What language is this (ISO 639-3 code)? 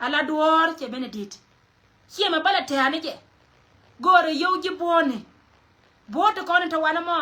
nus